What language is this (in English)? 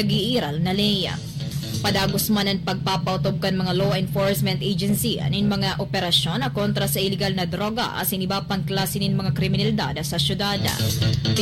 Bikol